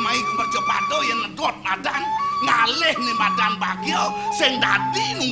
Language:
Balinese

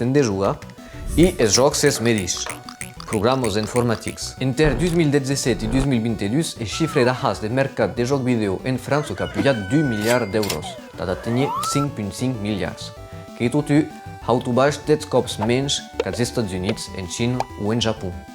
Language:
Occitan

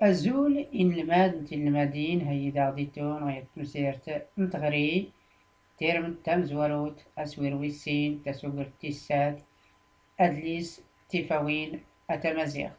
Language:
Tachelhit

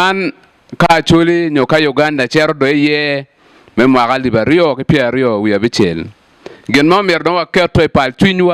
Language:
Acoli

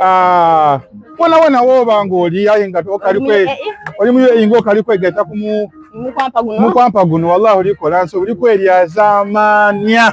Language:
Soga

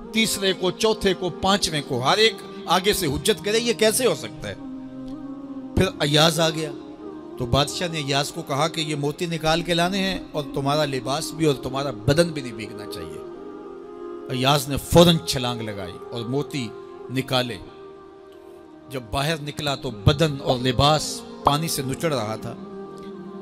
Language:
Urdu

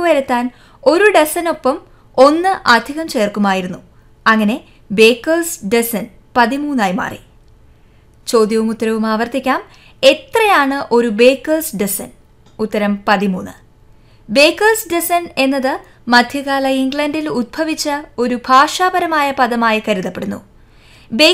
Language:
Malayalam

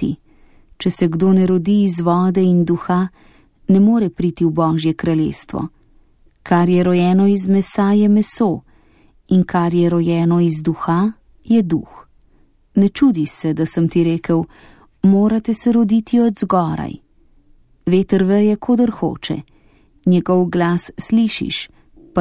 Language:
Slovenian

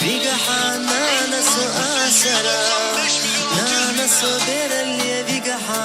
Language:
Chechen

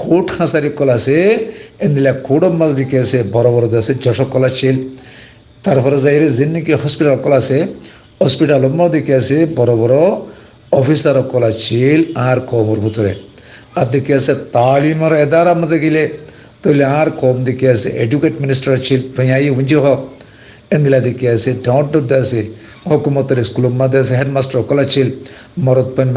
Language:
Rohingya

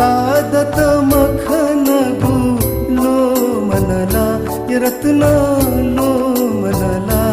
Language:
Newari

